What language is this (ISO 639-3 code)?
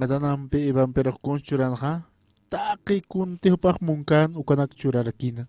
aym